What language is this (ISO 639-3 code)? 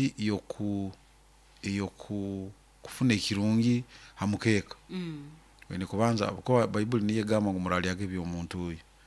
nyo